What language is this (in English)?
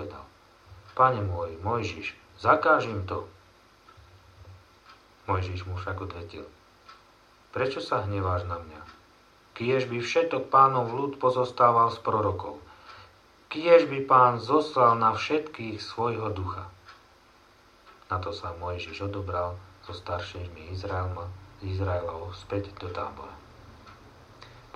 Slovak